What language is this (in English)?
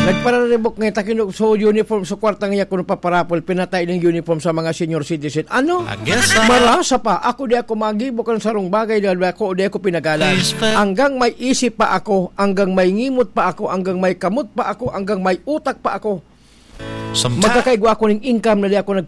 Bikol